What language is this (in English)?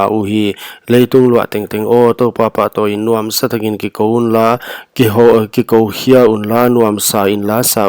Paite Chin